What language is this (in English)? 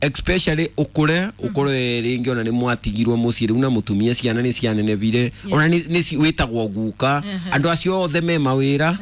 Kikuyu